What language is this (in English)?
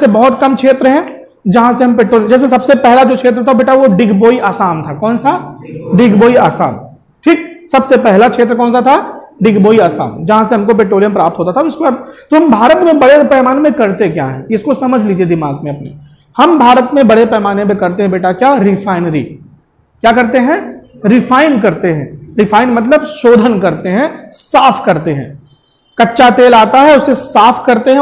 Hindi